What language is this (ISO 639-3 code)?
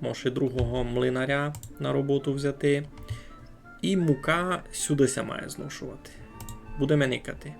rue